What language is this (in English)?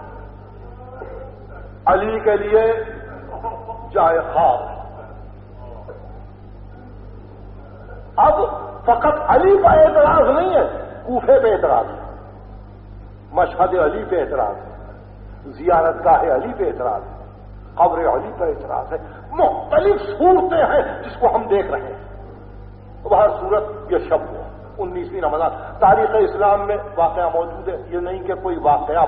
Urdu